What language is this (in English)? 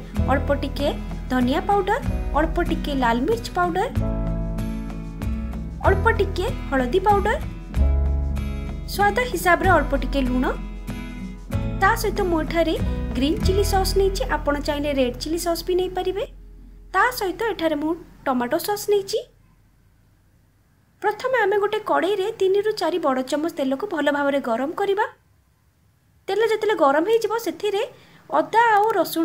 Odia